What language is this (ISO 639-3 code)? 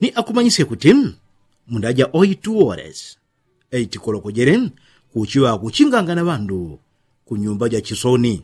yao